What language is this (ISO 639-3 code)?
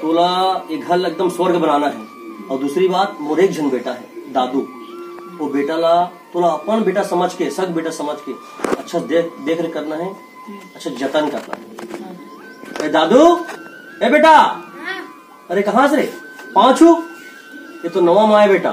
hne